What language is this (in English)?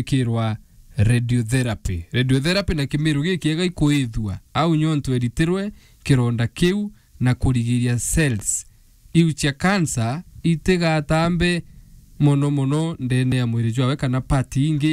Meru